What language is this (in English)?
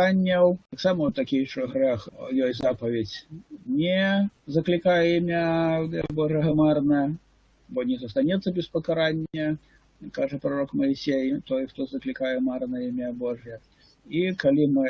Belarusian